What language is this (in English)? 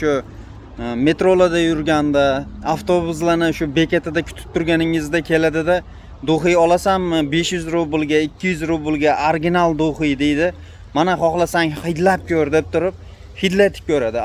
Uzbek